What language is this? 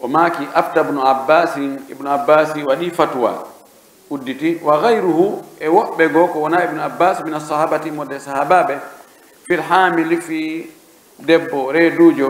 Pular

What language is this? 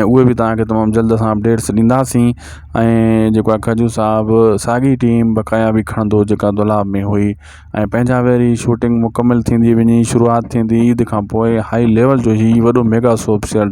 Sindhi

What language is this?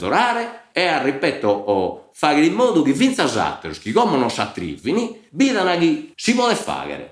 Sardinian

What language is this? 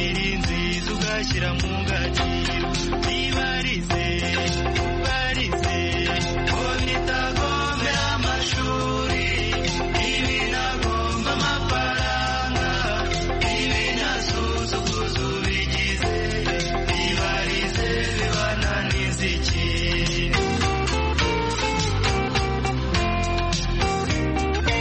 Kinyarwanda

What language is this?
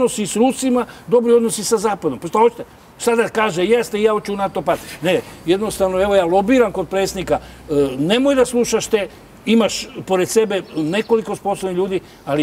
Serbian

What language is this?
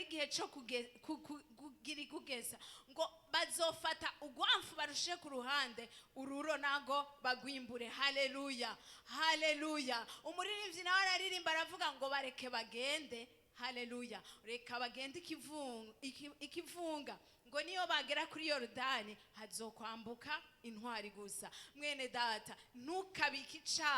Rundi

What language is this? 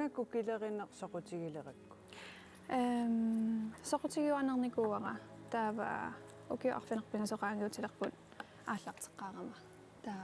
Kalaallisut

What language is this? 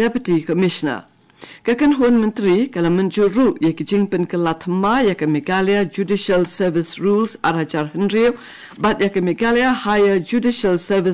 Khasi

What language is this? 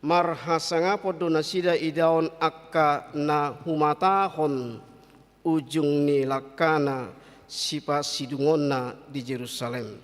Batak Toba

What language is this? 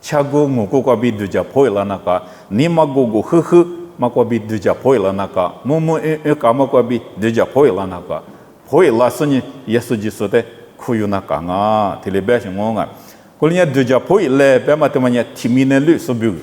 Lisu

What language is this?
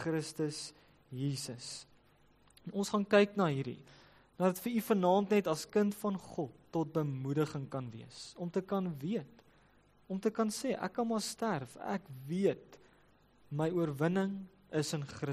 Afrikaans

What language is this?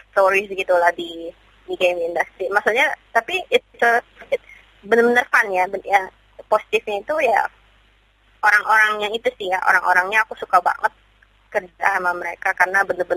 Indonesian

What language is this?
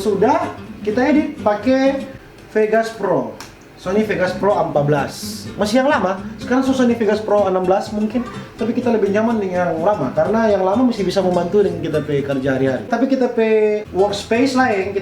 Manado Malay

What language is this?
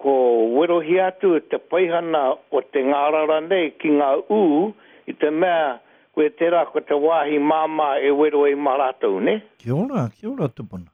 Māori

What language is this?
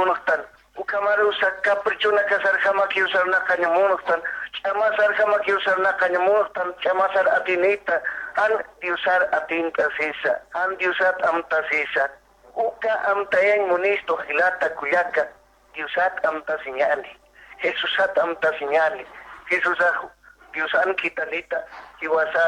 Aymara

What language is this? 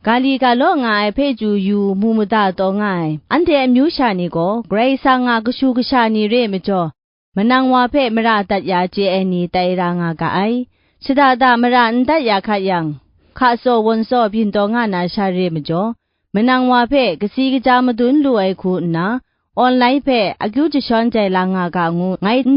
Kachin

